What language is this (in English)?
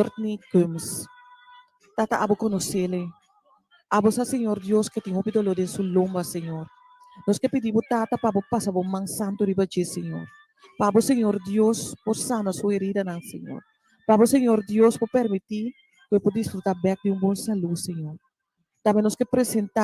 Papiamento